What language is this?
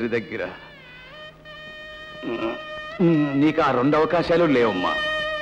Telugu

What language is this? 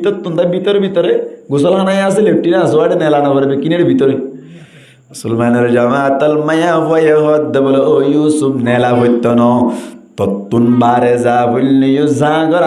Rohingya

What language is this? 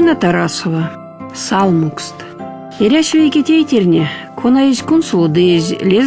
Erzya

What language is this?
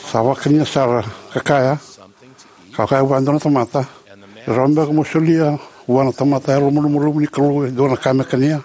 Fijian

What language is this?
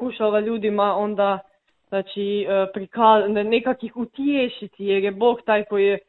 Croatian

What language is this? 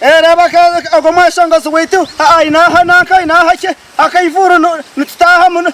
Nyankole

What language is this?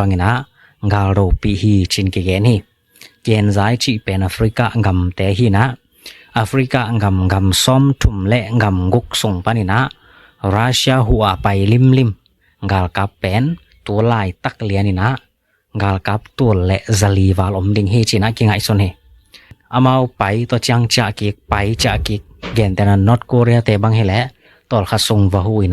Tedim Chin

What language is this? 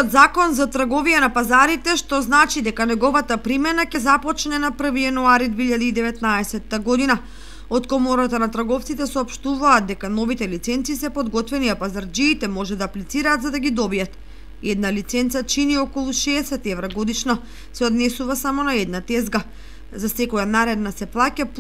Macedonian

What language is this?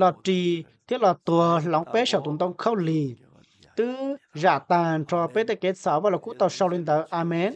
Hmong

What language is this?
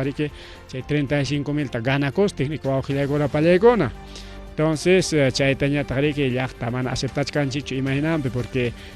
Ayacucho Quechua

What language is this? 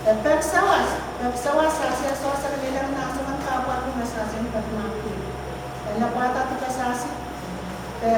Pohnpeian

